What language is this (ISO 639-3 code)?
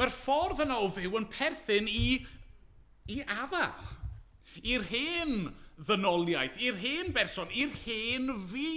cym